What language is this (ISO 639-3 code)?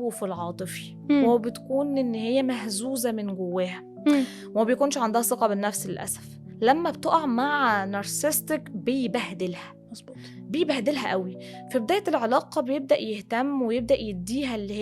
arz